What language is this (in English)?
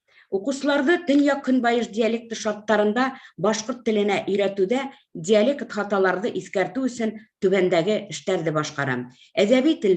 Bashkir